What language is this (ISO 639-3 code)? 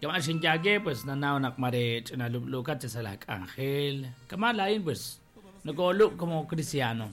kek